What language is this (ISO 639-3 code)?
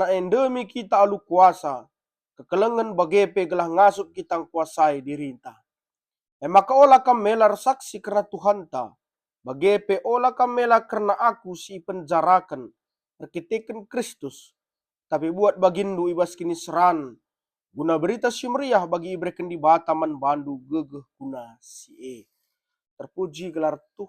btx